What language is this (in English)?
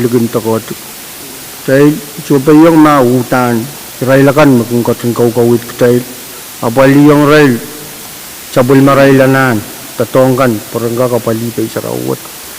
Pohnpeian